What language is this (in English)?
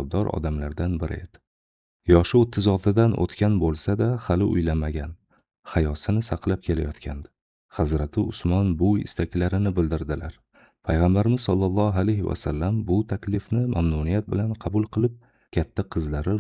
Uzbek